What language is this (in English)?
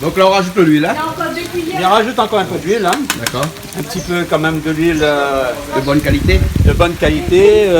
Réunion Creole French